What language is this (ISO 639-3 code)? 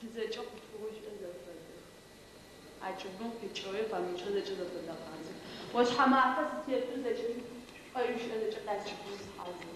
ady